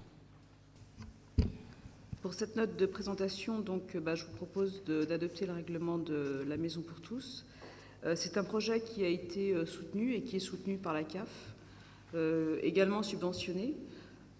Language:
French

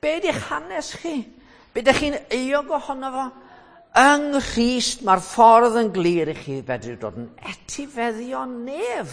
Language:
Welsh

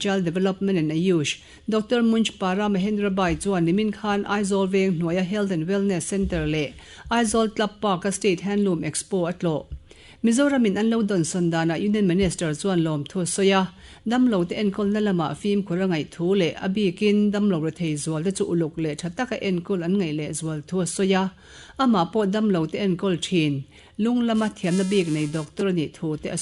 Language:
Mizo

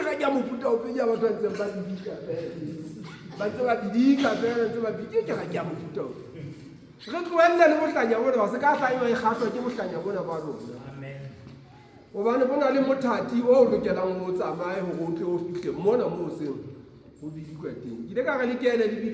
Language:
Southern Sotho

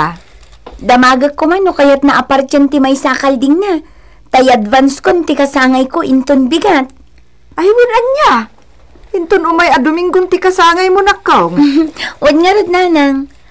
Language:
Iloko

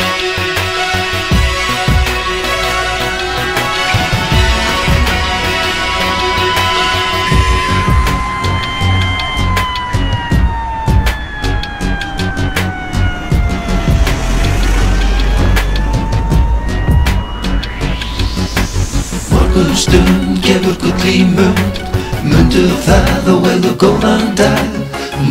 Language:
Icelandic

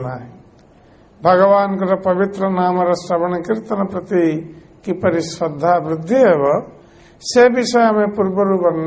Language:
Odia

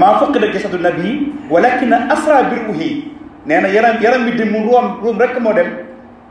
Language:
Wolof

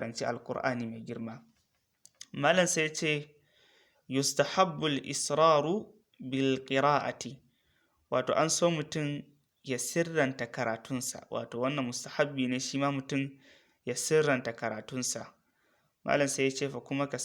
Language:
Hausa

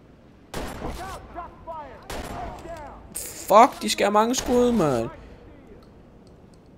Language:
Danish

